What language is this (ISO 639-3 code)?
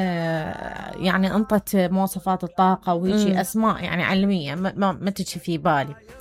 acm